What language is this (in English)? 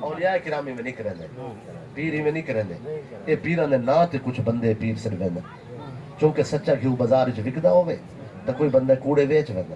Saraiki